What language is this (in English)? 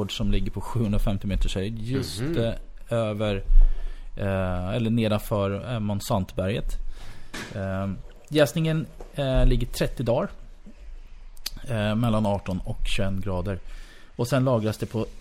Swedish